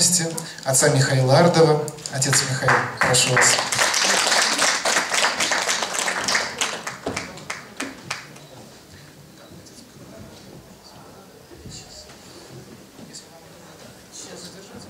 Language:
Russian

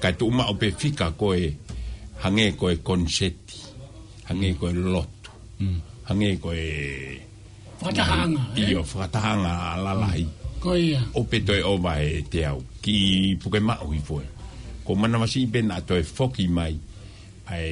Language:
Tongan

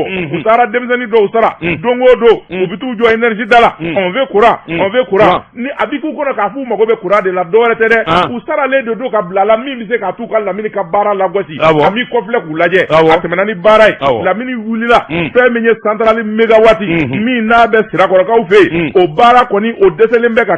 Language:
Bambara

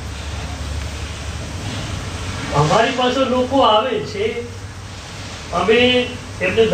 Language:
Gujarati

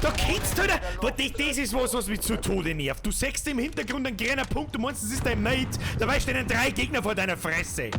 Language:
Bavarian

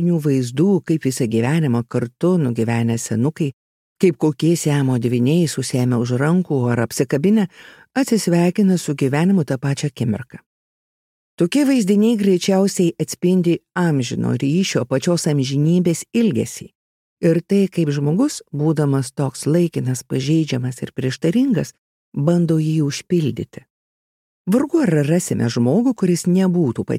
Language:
Lithuanian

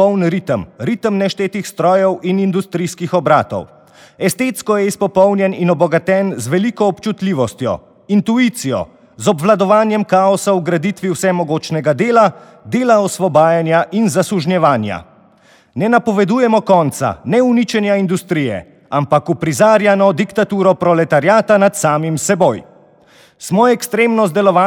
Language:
Slovenian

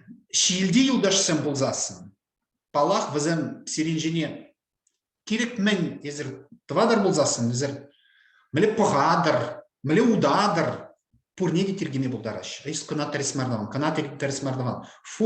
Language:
Chuvash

